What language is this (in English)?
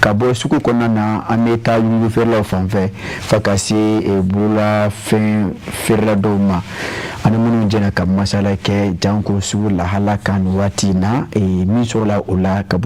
Bambara